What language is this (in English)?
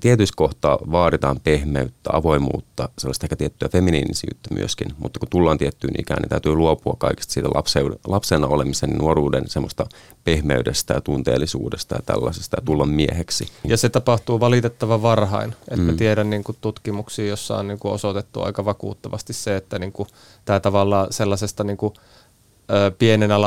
Finnish